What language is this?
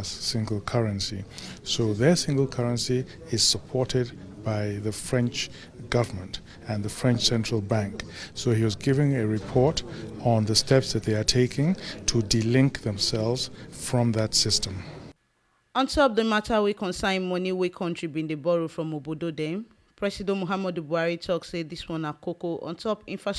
Nigerian Pidgin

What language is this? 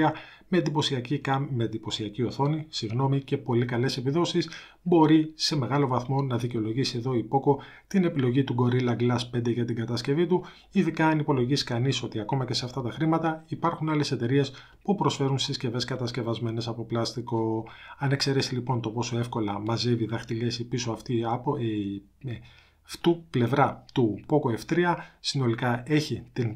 Greek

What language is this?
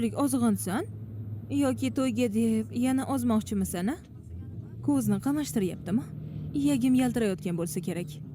Uzbek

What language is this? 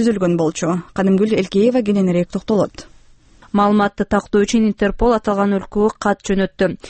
Kyrgyz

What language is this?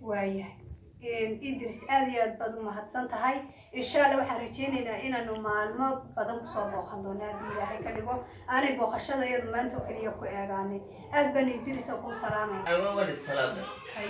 Somali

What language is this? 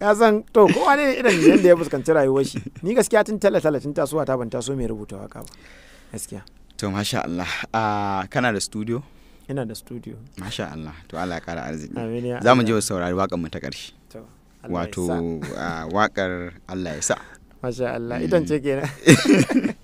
Hausa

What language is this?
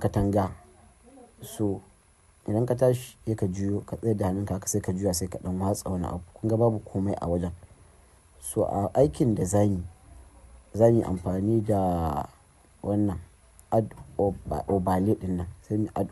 Hausa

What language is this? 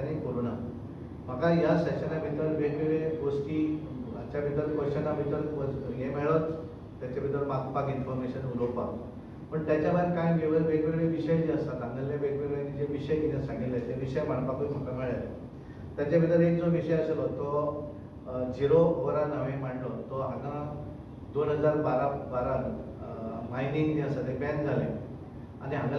Konkani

